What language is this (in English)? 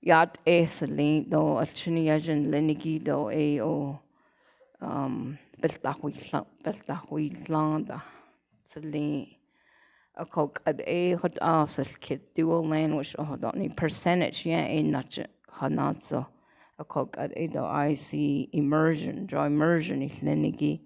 Navajo